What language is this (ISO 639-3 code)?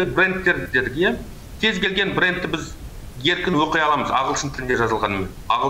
kaz